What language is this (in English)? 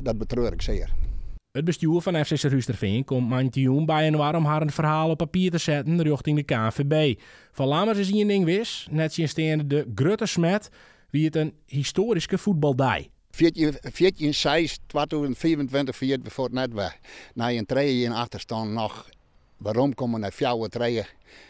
Western Frisian